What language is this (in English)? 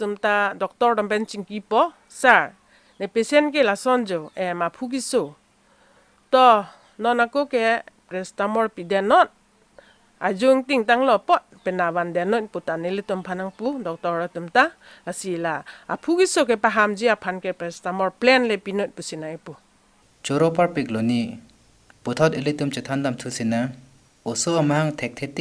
Karbi